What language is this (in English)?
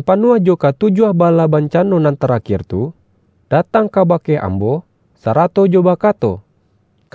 Minangkabau